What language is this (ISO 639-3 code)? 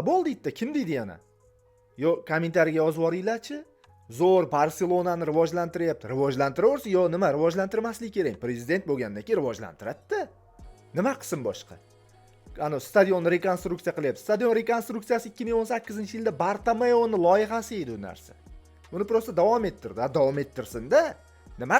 uzb